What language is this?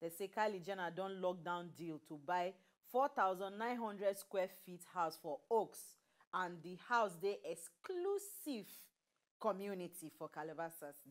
Nigerian Pidgin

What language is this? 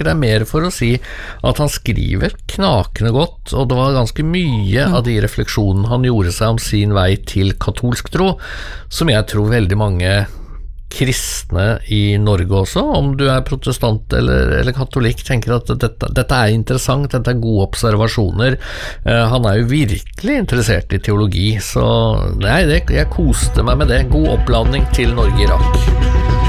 Norwegian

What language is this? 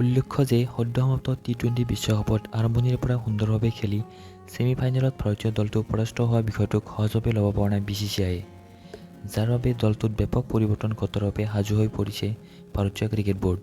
Assamese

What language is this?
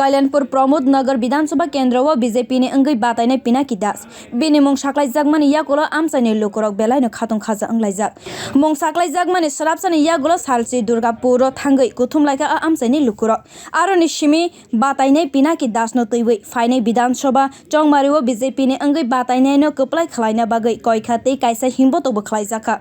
Kok Borok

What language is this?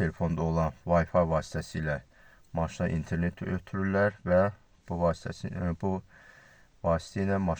Azerbaijani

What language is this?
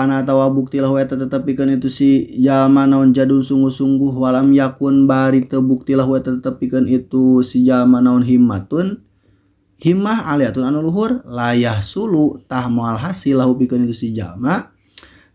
Sundanese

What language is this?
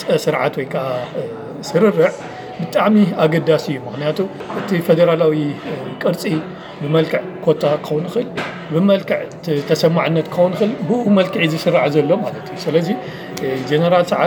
Tigrinya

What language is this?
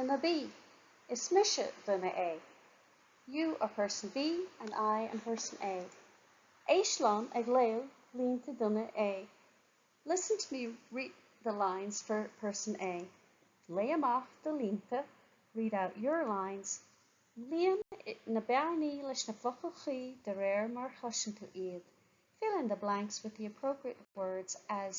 Irish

